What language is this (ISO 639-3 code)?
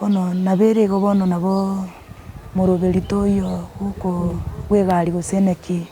guz